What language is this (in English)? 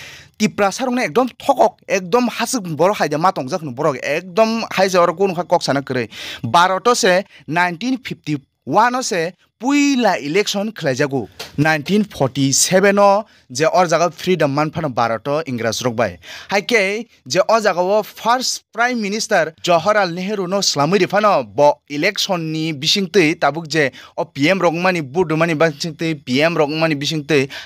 Kok Borok